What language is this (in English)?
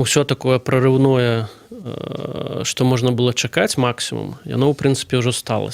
Belarusian